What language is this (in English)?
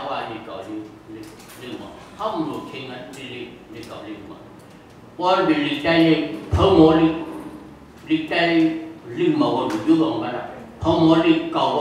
Shan